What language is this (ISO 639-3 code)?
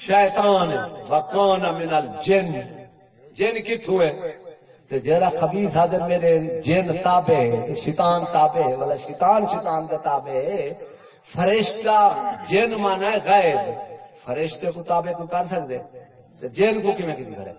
skr